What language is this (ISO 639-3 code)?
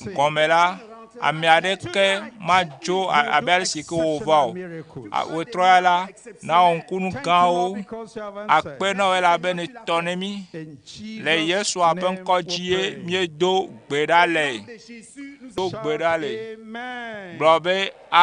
ewe